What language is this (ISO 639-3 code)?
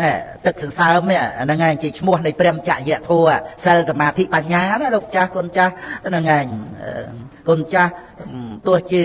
khm